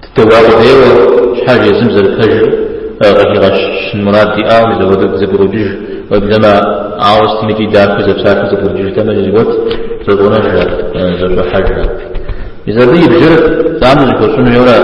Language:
Kabardian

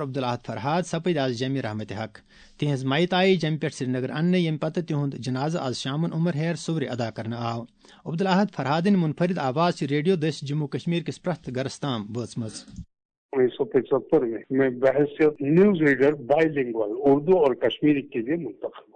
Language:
Kashmiri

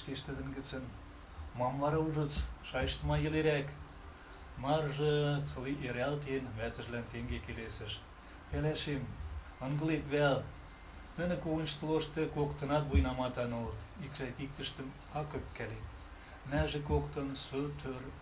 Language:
Western Mari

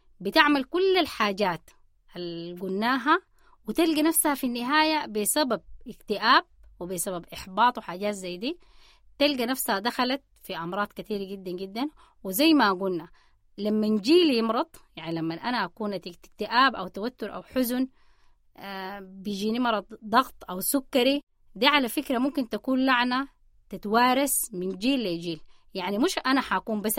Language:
Sudanese Arabic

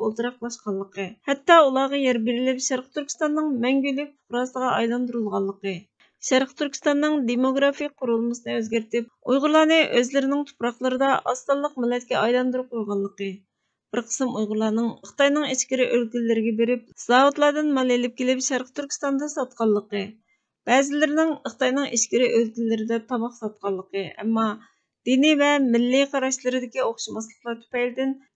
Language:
Uyghur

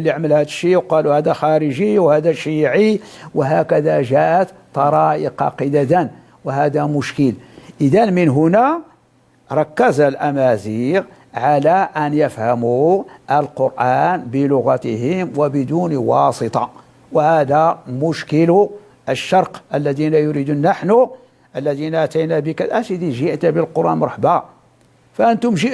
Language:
Moroccan Arabic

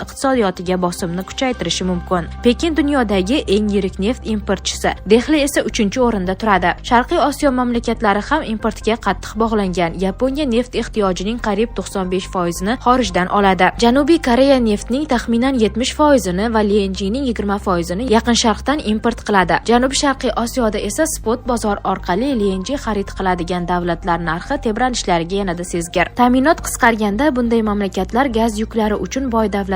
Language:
Uzbek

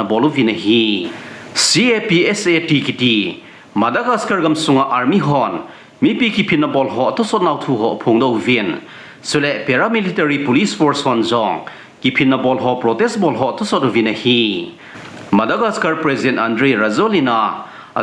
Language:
Thado Chin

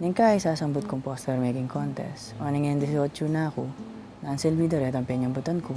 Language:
Pampanga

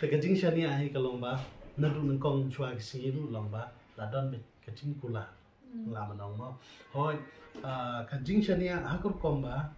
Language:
Khasi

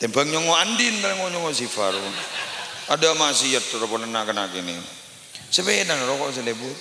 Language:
Madurese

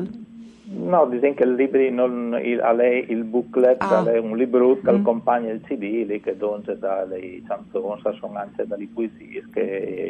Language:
Friulian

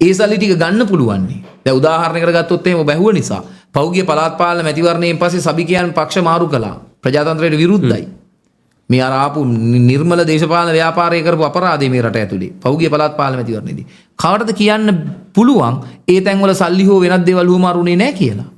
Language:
Sinhala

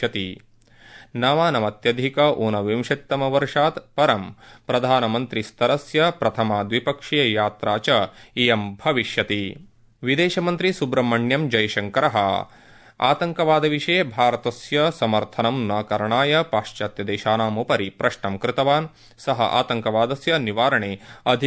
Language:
Sanskrit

